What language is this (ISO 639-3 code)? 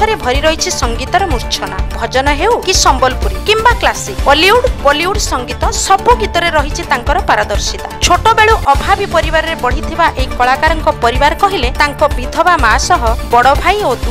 ori